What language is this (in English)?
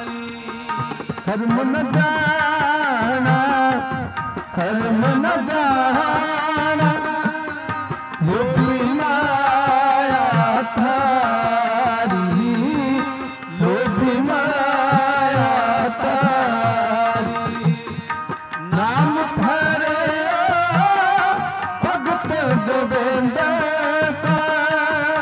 Hindi